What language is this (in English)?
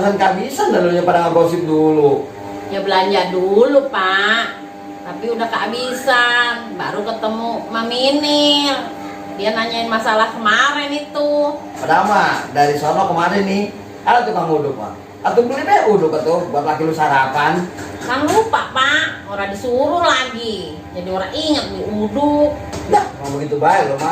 Betawi